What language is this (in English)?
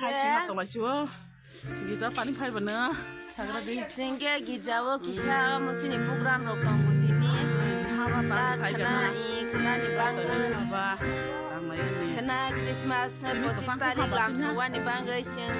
Kok Borok